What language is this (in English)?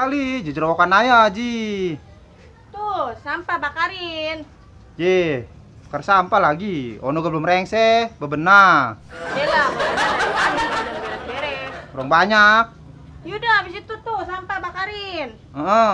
Betawi